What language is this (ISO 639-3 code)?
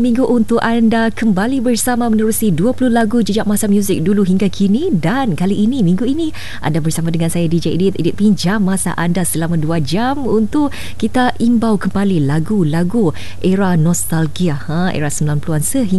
msa